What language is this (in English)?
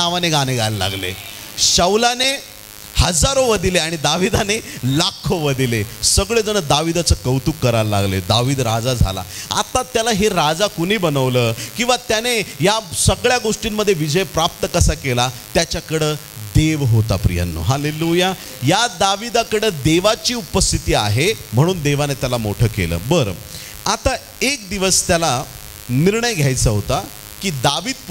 Marathi